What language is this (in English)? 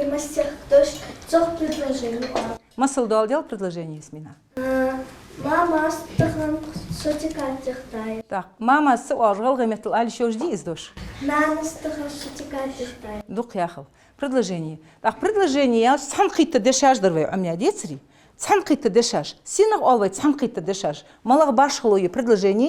Ingush